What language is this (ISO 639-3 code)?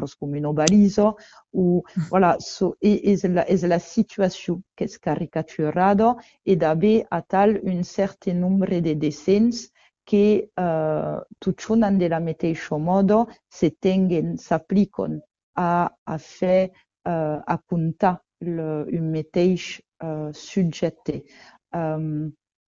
oci